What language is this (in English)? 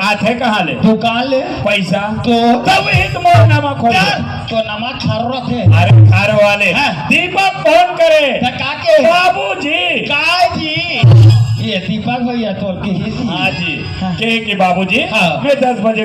Chhattisgarhi